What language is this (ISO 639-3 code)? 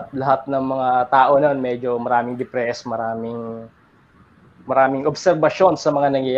fil